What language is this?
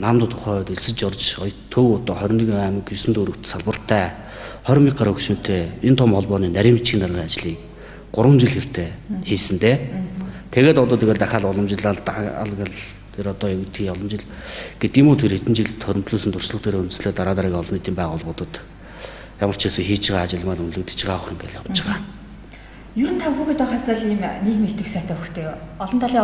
Mongolian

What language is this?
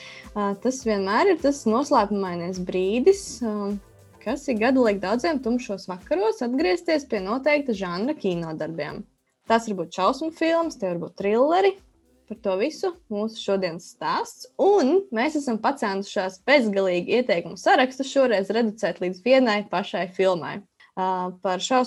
Latvian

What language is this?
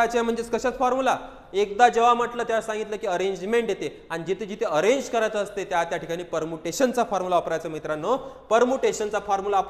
Marathi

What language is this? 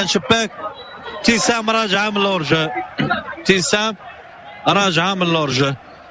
Moroccan Arabic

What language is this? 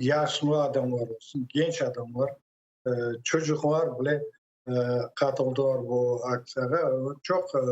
Crimean Tatar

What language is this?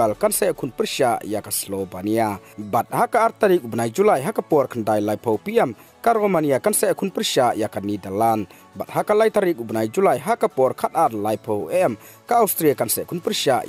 Khasi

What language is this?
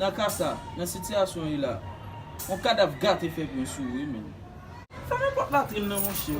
Haitian Creole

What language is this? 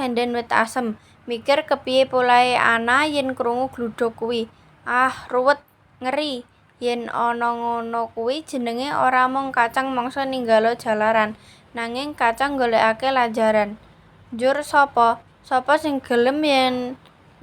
Javanese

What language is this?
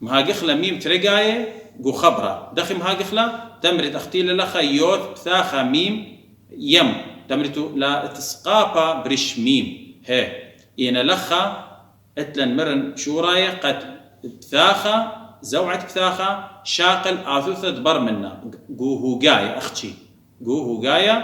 Assyrian Neo-Aramaic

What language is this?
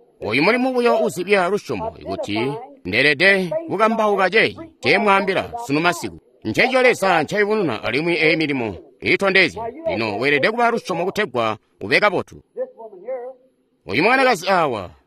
Tonga (Zambia)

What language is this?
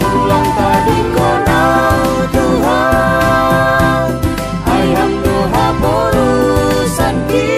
Batak Simalungun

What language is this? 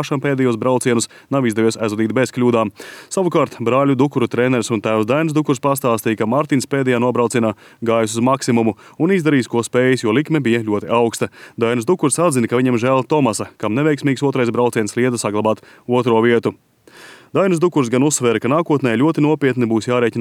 Latvian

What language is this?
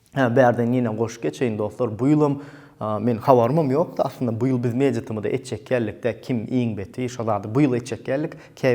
Turkmen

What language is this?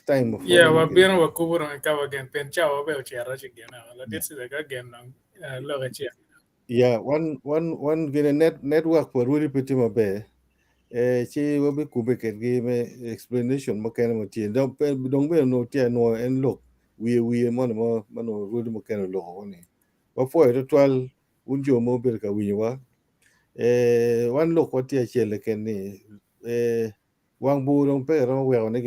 Acoli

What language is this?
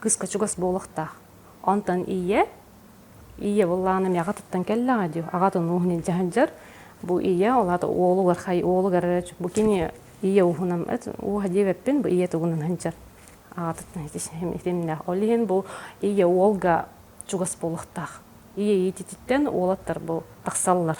Yakut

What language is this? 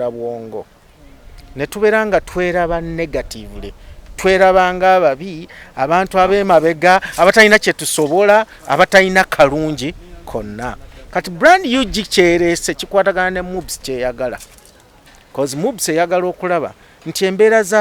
Ganda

